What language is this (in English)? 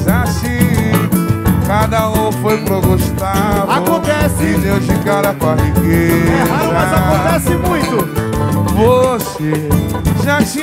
Portuguese